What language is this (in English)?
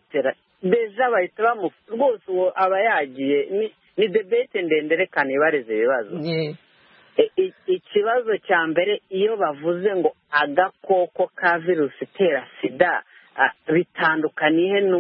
Kinyarwanda